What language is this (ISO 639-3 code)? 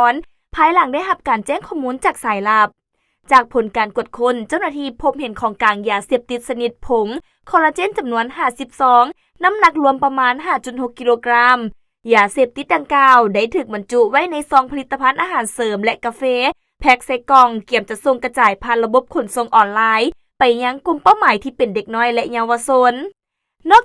lao